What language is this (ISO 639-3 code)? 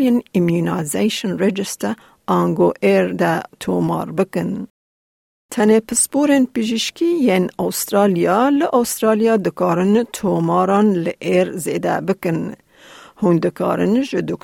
kur